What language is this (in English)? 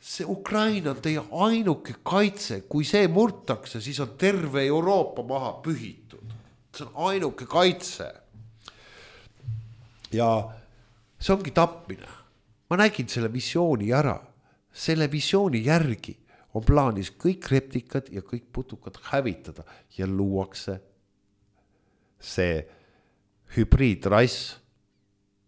Estonian